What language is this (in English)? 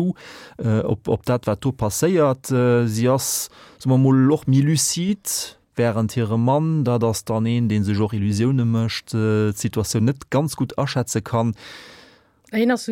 Luxembourgish